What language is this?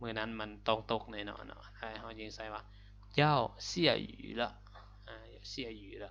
Lao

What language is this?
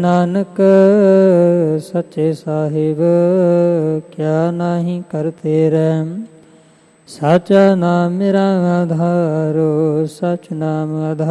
Punjabi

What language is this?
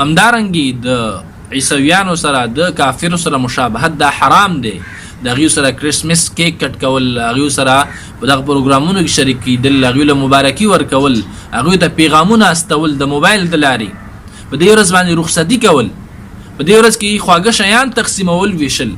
Pashto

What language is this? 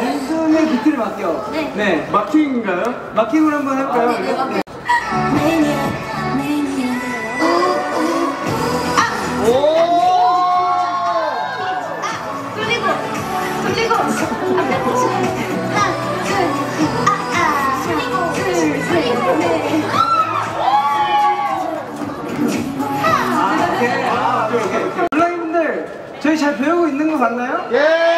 Korean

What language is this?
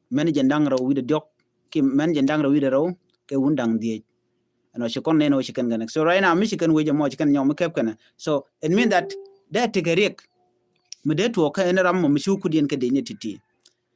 Nuer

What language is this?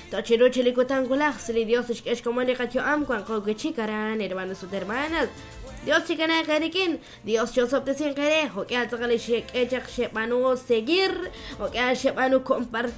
Kekchí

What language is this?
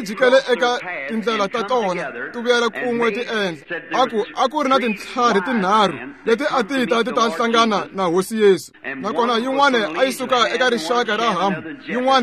Tsonga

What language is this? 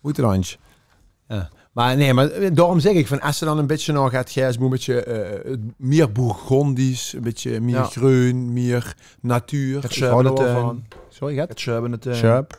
Limburgish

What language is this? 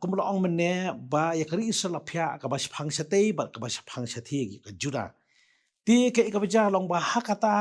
Khasi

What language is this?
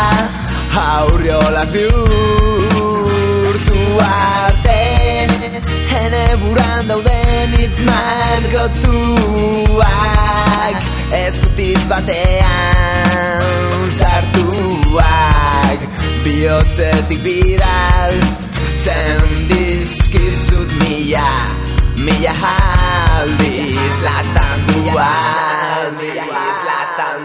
Basque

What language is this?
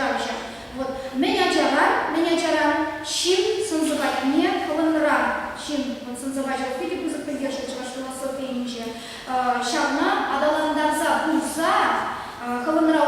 Chuvash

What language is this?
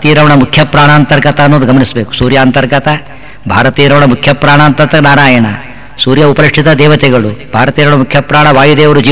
Kannada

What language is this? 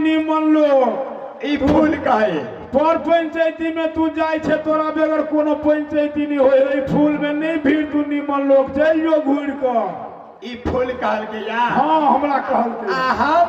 Maithili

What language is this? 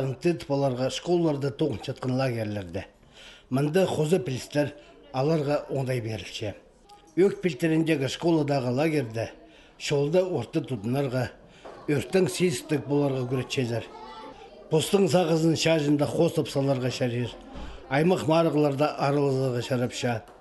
Khakas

